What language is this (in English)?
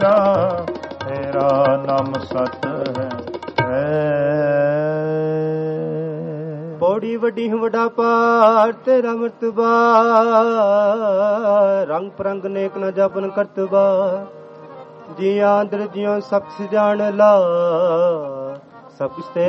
Punjabi